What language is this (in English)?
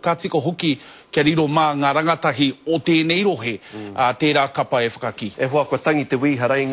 Māori